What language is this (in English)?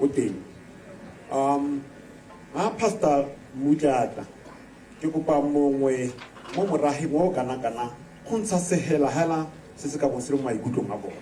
Tswana